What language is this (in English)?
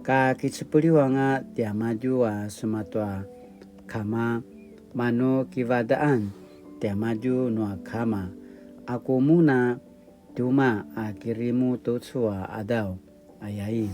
Paiwan